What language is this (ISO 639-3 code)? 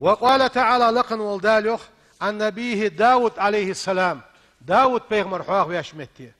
inh